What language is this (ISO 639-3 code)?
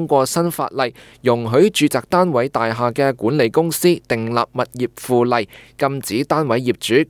yue